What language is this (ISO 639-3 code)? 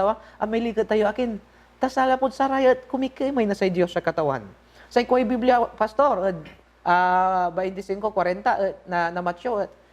pag